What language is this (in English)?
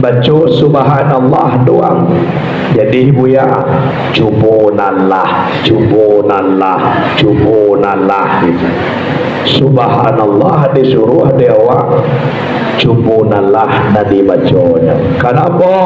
Minangkabau